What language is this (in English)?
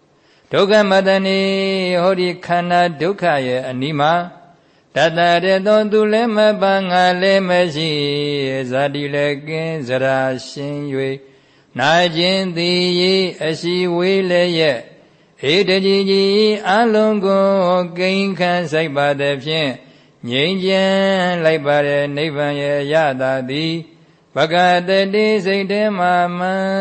Burmese